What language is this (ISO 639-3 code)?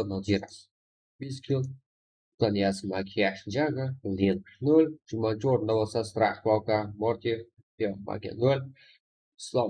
kaa